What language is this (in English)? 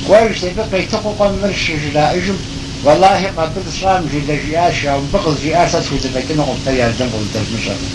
Kabardian